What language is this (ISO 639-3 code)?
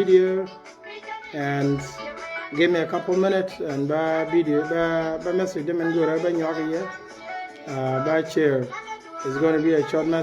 nus